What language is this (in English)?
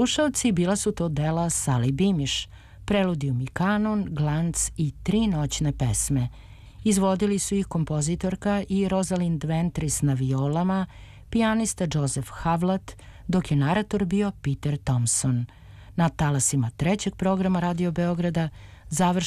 Serbian